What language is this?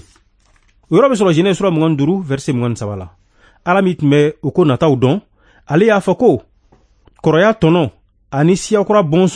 Bambara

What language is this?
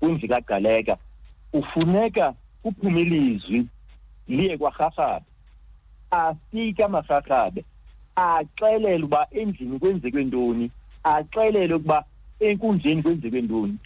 Xhosa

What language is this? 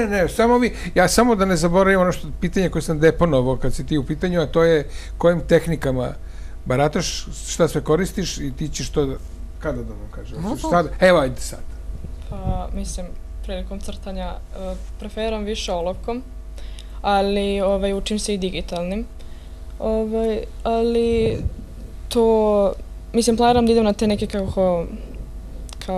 Serbian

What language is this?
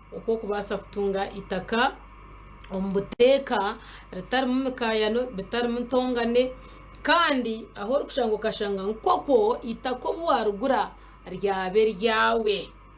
Nyankole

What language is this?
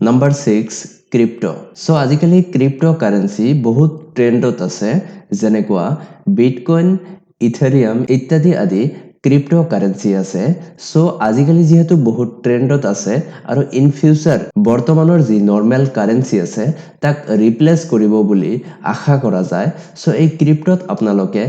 Assamese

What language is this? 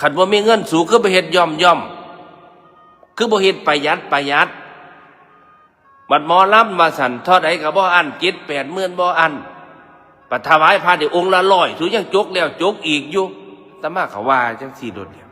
Northeastern Thai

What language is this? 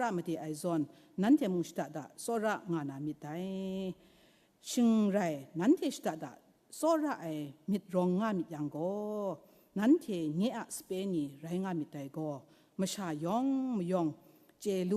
Kachin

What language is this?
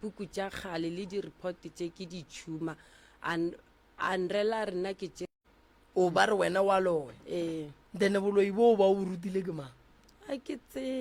Northern Sotho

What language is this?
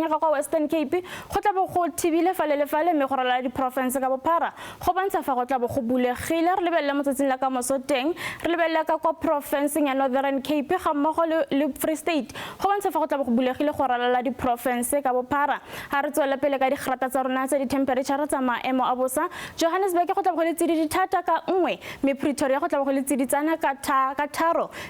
Tswana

